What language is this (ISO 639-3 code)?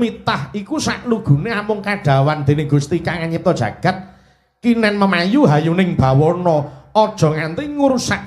jav